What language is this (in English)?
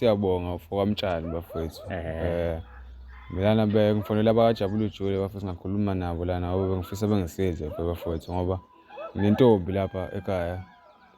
Zulu